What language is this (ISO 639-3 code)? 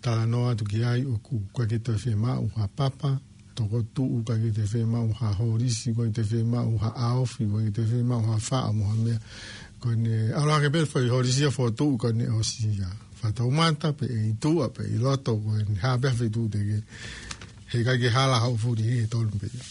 ton